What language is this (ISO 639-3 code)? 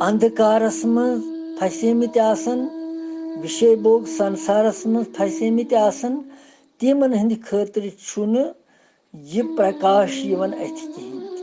kas